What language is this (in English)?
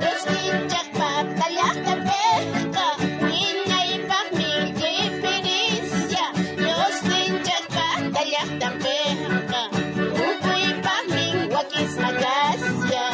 South Bolivian Quechua